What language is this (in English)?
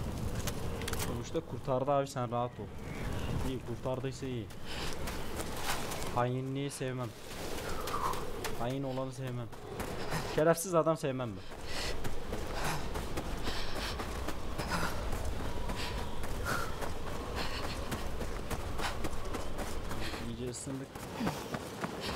Turkish